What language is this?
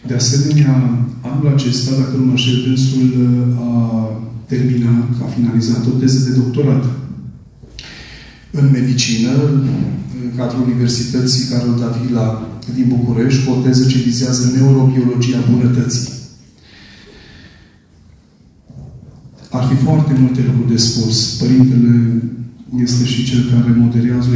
Romanian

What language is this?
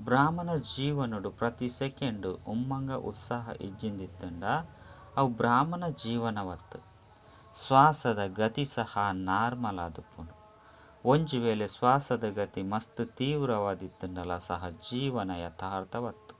Tulu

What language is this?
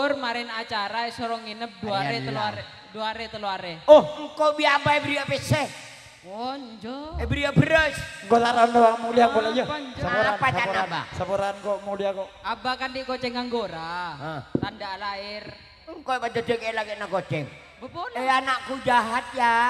Madurese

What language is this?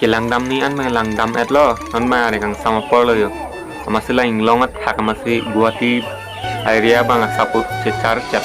Karbi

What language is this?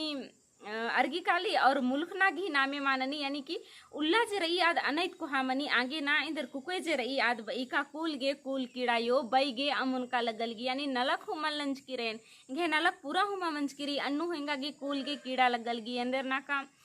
Kurukh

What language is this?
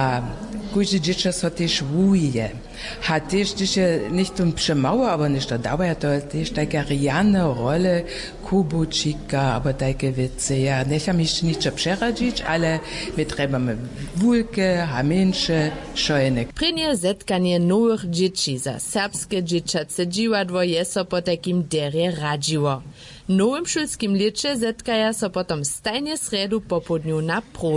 Upper Sorbian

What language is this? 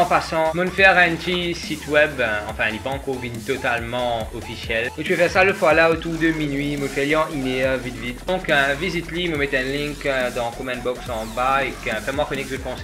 Morisyen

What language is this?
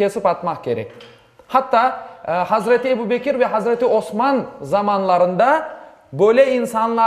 Crimean Tatar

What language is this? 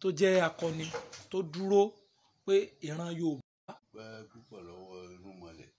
Yoruba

